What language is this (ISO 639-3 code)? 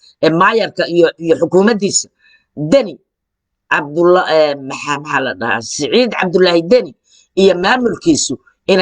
som